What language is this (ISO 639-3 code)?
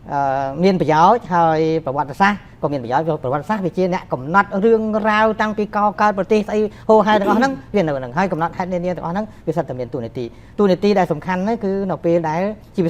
khm